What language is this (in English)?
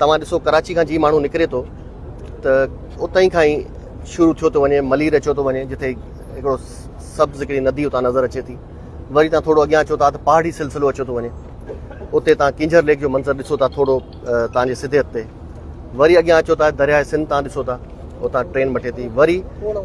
Sindhi